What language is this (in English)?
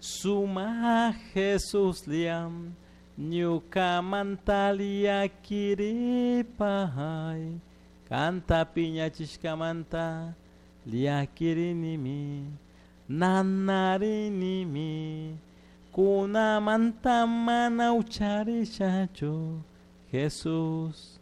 Chimborazo Highland Quichua